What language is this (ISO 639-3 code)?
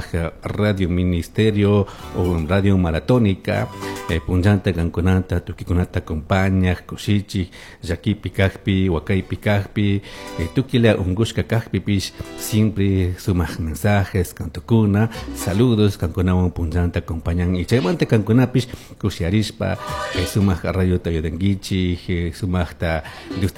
qug